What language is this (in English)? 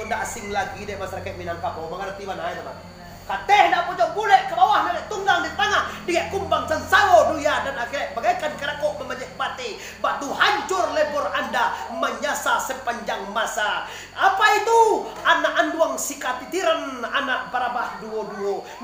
Minangkabau